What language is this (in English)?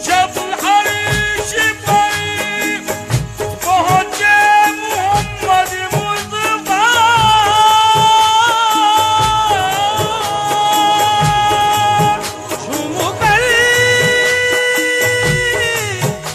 Urdu